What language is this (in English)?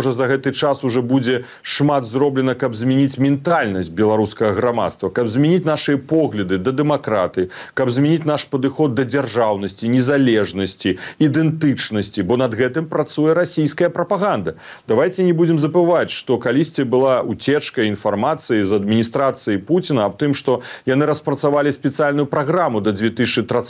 Belarusian